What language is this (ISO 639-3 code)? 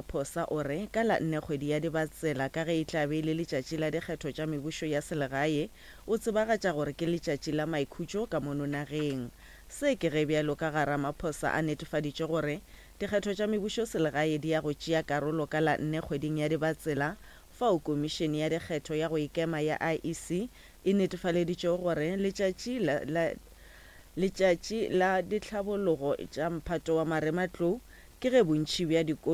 nso